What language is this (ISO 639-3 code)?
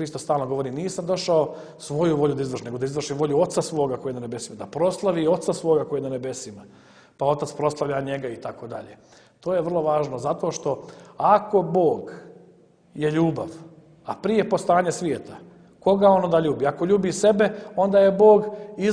srp